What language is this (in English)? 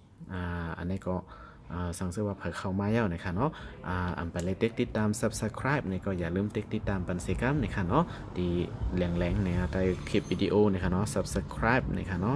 Shan